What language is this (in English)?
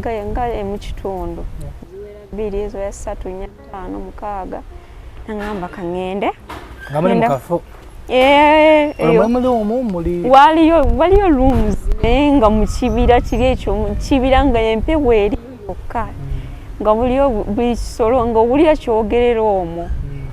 Ganda